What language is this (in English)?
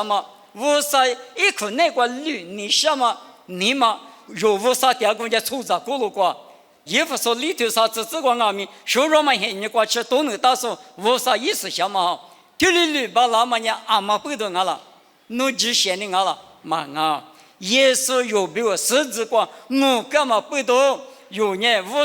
Lisu